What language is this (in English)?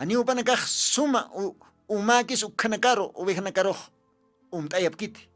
Aymara